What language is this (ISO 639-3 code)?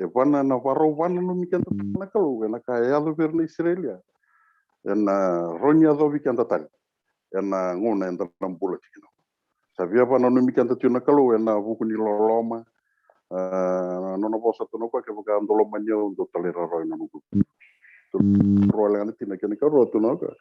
fij